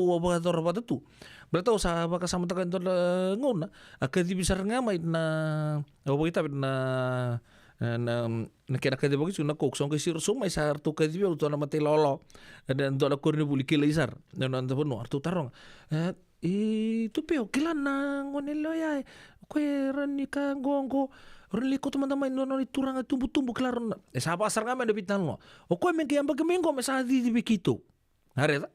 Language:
Fijian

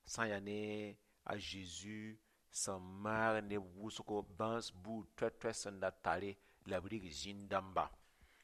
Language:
Mossi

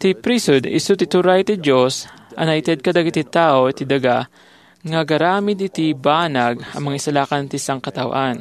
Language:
Iloko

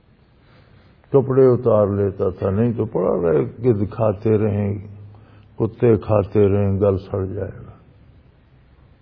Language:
Urdu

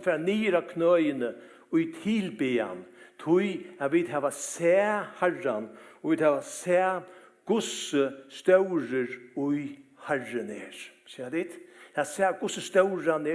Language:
Faroese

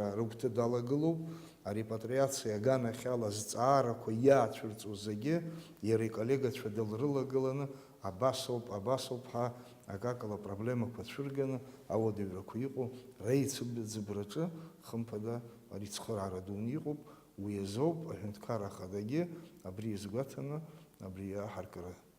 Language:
Abkhazian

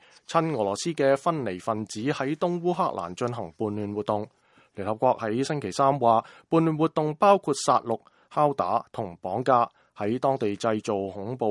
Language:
Cantonese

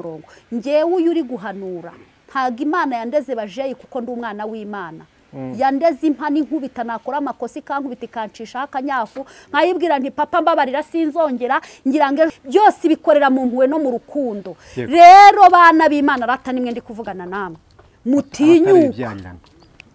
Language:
Kinyarwanda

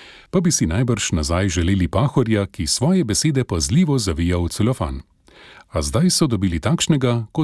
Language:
Slovenian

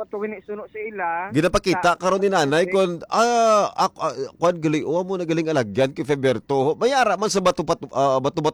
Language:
Hiligaynon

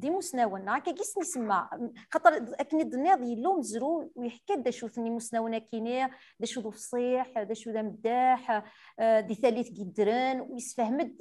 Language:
Kabyle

